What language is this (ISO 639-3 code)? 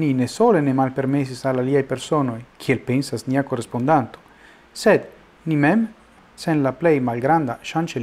epo